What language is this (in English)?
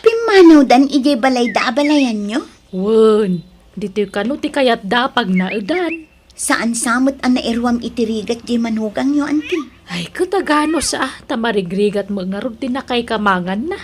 Iloko